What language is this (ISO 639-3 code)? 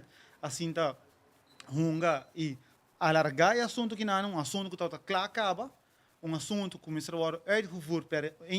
pap